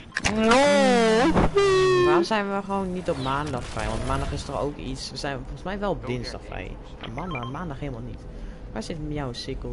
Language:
Dutch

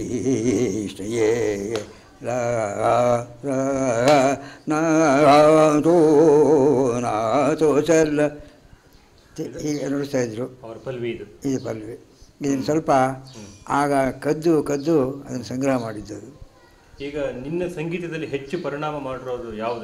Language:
Kannada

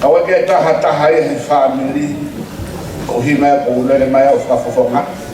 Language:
Tongan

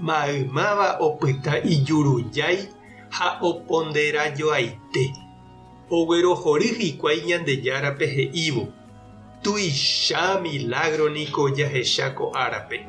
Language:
Guarani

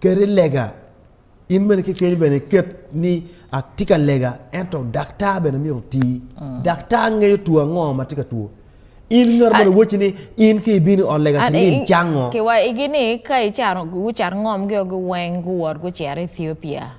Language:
Acoli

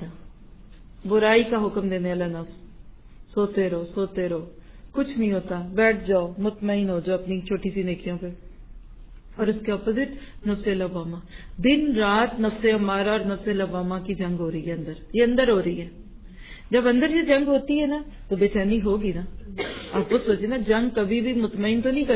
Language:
Urdu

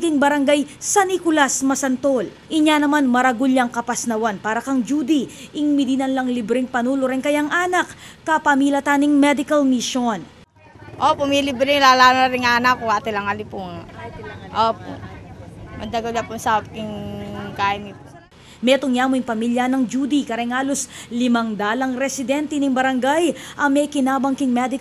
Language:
Pampanga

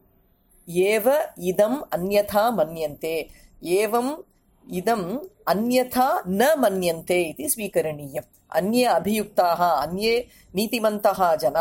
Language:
Sanskrit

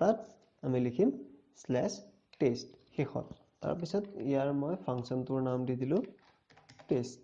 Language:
Assamese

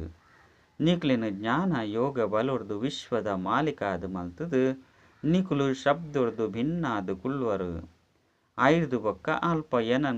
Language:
Tulu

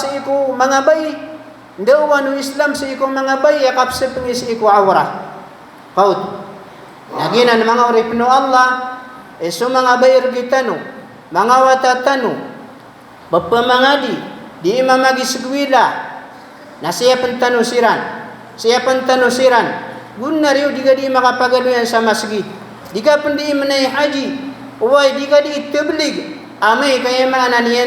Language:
Maranao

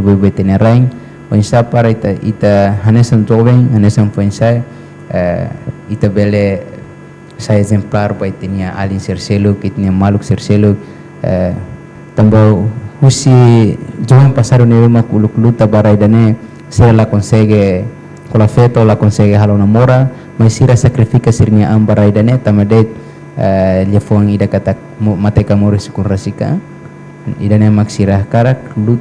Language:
Tetum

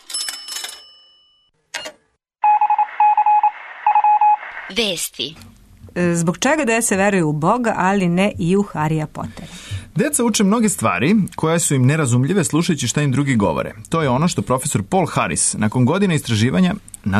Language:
Serbian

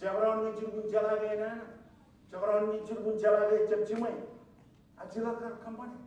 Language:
Marshallese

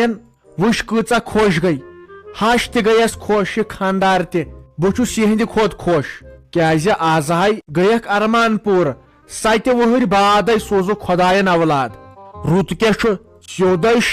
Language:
Kashmiri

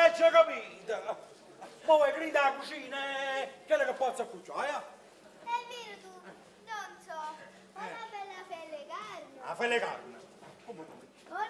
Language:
Neapolitan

